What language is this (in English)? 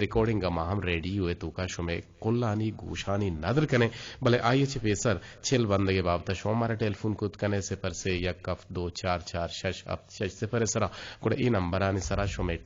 Eastern Balochi